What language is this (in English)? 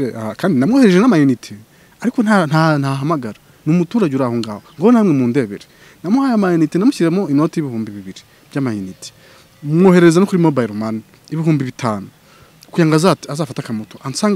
Kinyarwanda